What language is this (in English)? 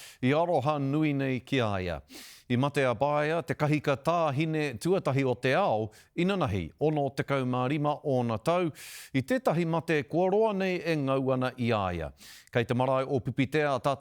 Māori